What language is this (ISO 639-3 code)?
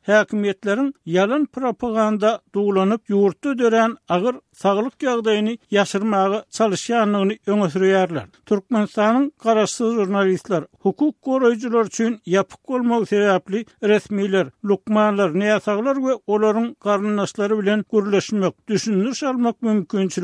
tuk